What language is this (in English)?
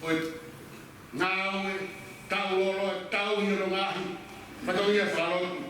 Tongan